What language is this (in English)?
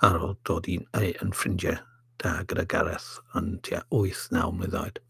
Welsh